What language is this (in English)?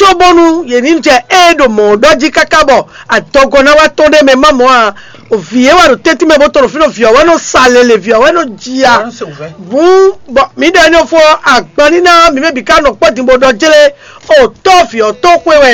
Fon